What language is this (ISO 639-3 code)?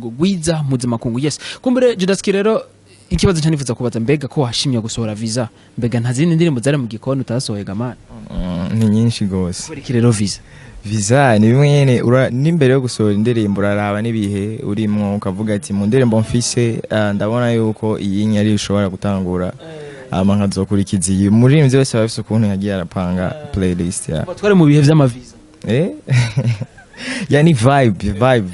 run